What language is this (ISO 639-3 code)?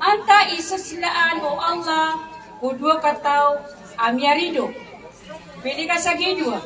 mrw